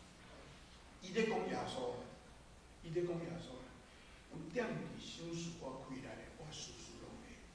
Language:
Min Nan Chinese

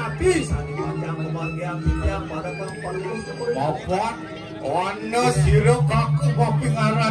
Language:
Balinese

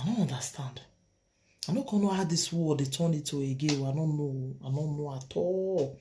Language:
Nigerian Pidgin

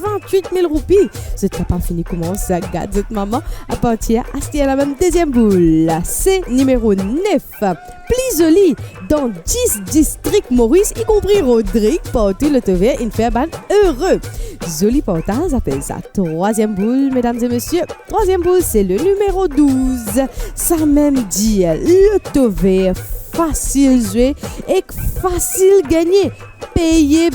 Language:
Morisyen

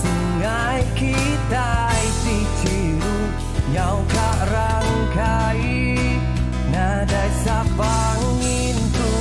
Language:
Iban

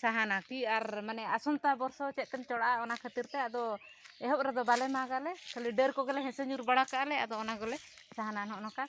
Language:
Santali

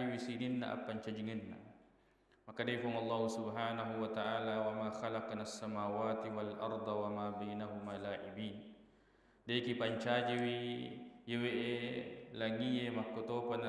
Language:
Buginese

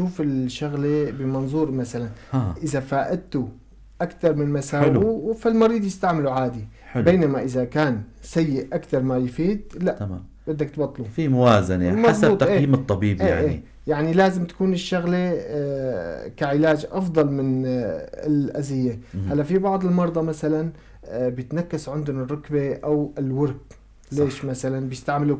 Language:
North Levantine Arabic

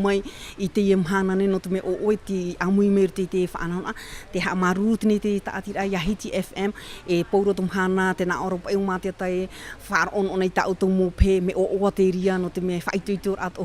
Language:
Tahitian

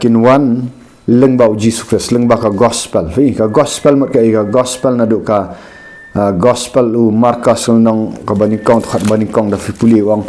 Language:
Khasi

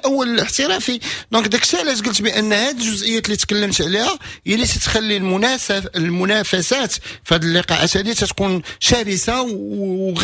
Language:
Moroccan Arabic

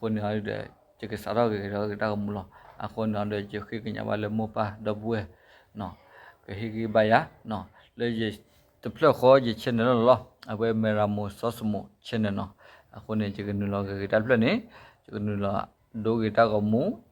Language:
S'gaw Karen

